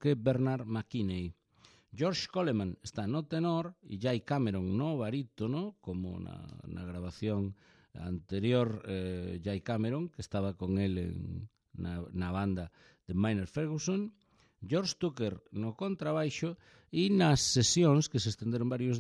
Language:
Galician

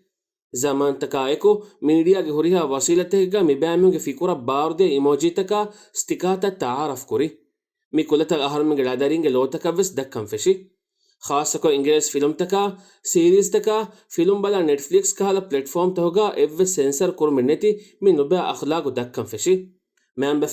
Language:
Divehi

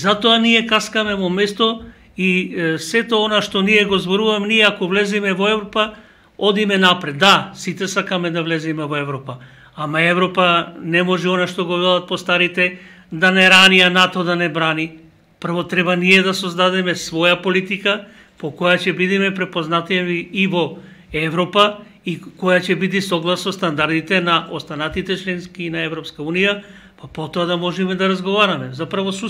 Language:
Macedonian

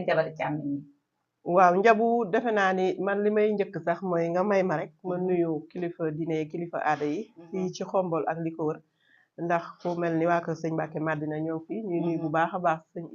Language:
Wolof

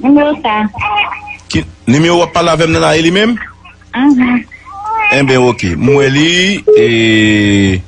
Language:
Haitian Creole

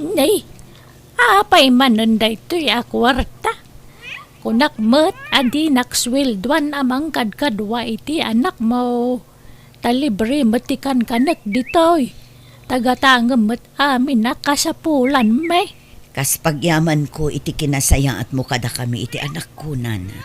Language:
Iloko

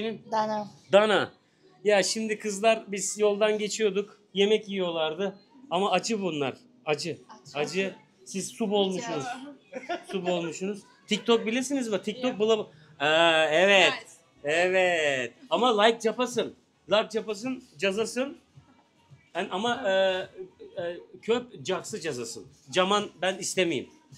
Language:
Turkish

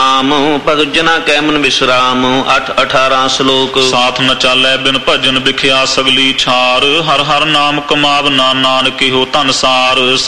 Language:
Punjabi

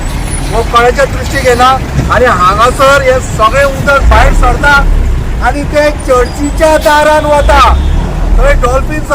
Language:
Konkani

